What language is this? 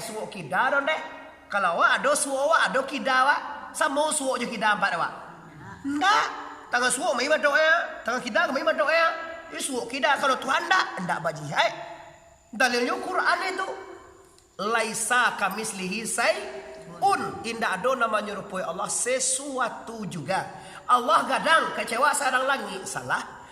Minangkabau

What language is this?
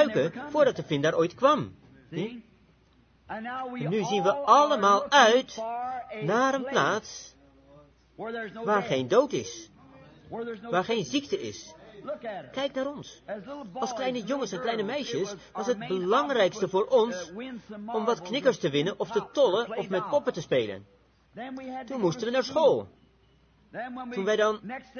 Dutch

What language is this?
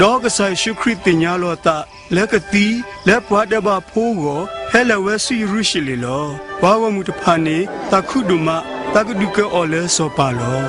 S'gaw Karen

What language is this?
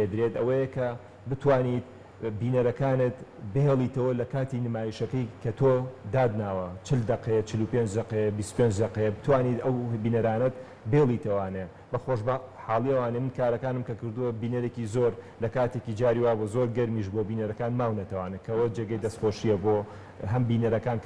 Central Kurdish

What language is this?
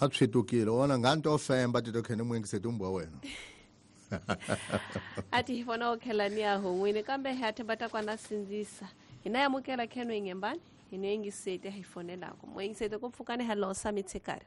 Tsonga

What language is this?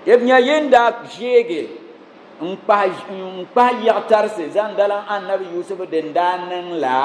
Dagbani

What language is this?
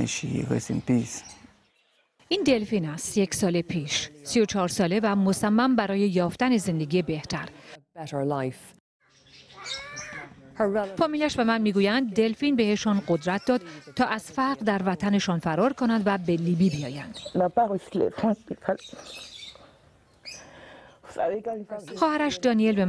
Persian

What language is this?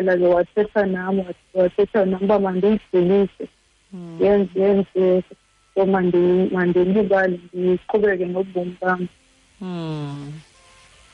Xhosa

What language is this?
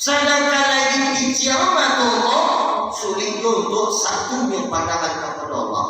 Minangkabau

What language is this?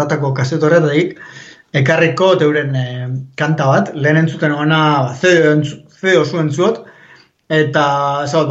Basque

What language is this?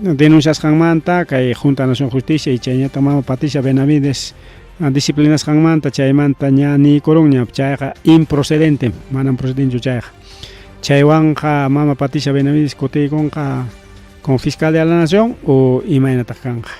Ayacucho Quechua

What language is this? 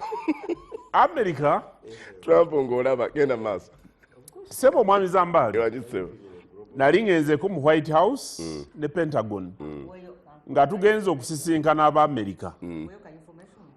Ganda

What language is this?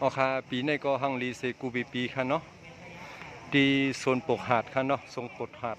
Shan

